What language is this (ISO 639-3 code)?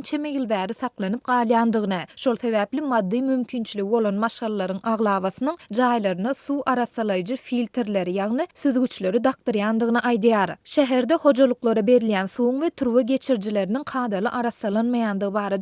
tuk